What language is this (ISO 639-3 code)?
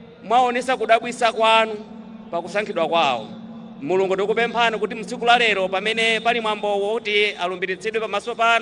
nya